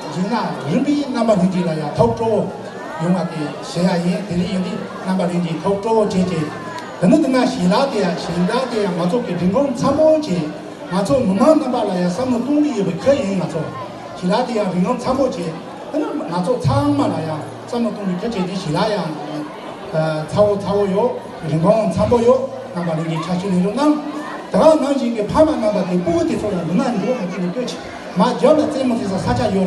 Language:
Tibetan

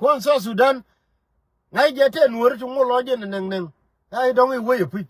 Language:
Nuer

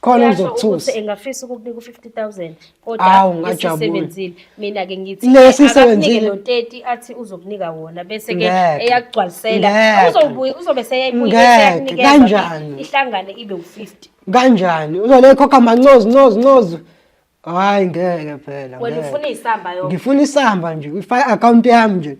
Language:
Zulu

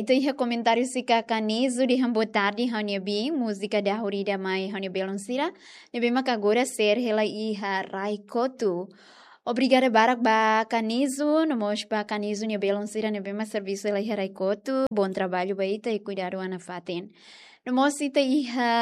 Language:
Tetum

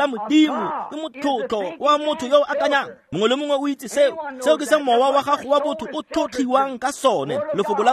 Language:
Tswana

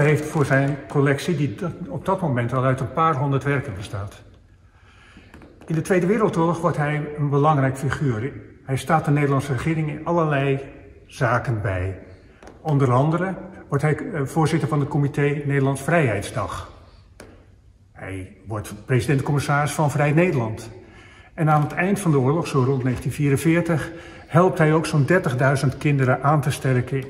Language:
Dutch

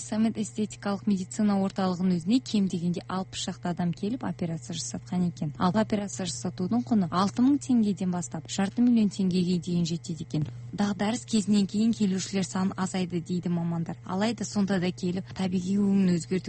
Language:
Kazakh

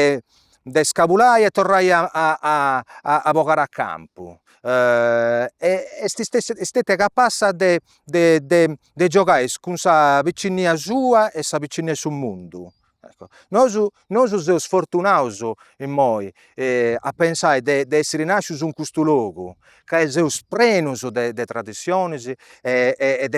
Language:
Sardinian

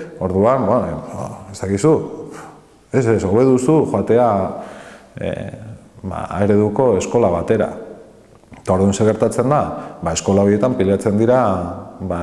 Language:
Basque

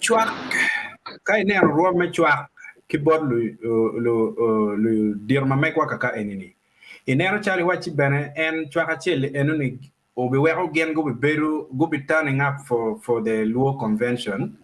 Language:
Acoli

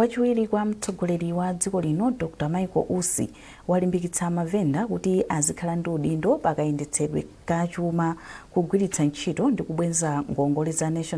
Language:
Nyanja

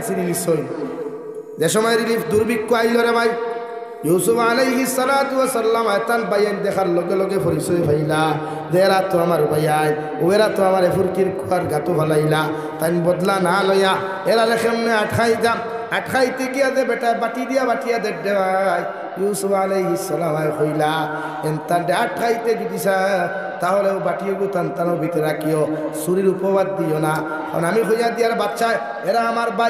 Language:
Sylheti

